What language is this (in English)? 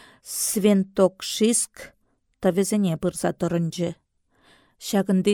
Chuvash